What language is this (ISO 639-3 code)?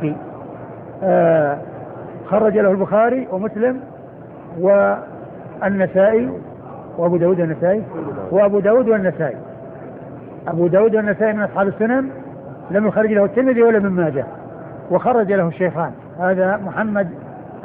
ara